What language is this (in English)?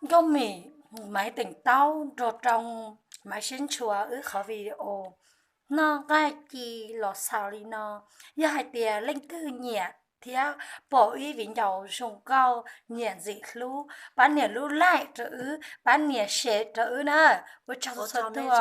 Hmong